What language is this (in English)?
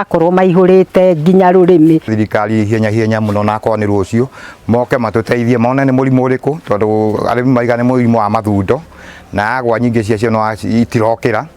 Kikuyu